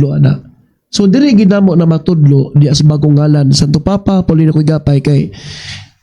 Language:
Cebuano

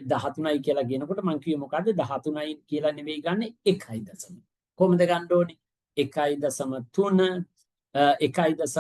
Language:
Sinhala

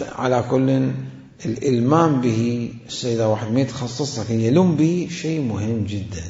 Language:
Mesopotamian Arabic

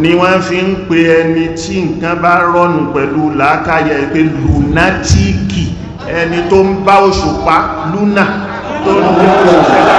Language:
Yoruba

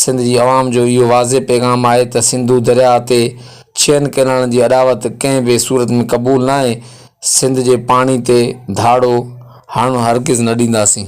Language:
Sindhi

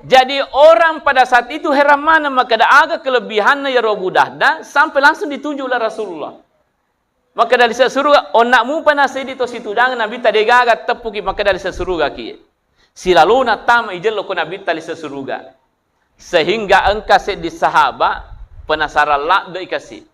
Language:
Buginese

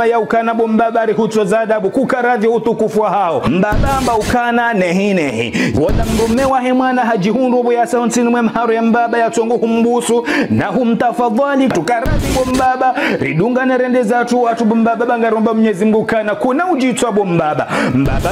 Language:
Ngazidja Comorian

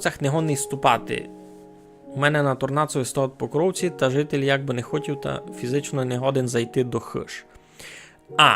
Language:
Rusyn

